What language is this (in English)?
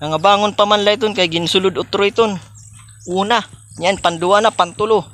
Waray